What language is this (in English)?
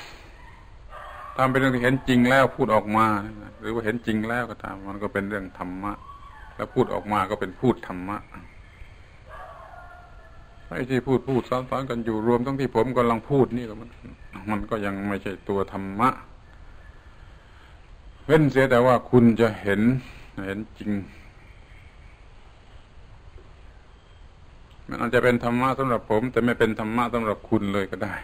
Thai